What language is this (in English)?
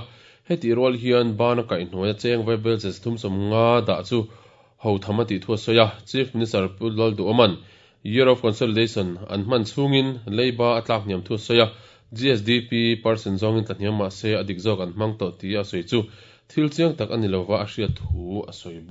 Mizo